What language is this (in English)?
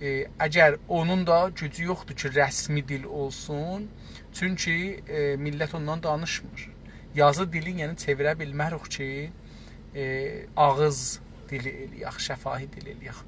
South Azerbaijani